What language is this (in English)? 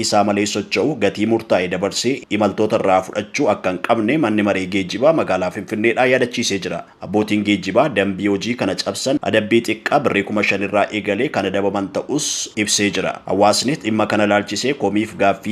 Oromo